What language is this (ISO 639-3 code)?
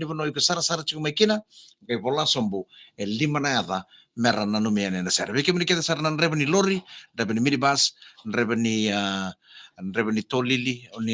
fij